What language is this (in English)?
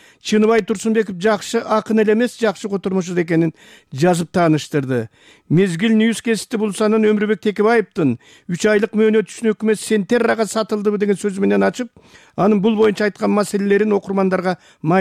Kyrgyz